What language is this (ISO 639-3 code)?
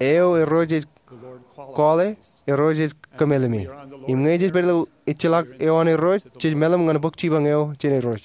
mah